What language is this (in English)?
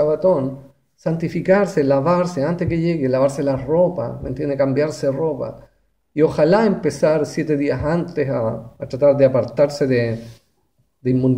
Spanish